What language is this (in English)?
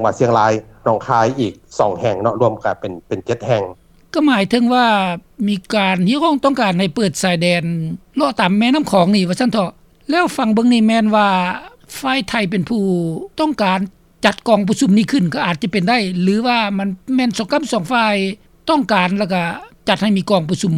Lao